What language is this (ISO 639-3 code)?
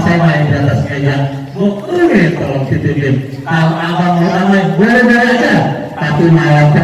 bew